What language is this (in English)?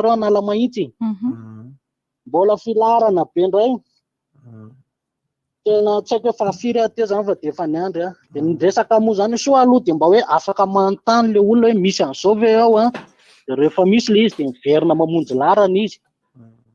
Malagasy